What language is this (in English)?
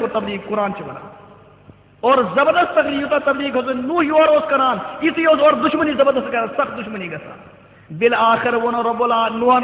Kashmiri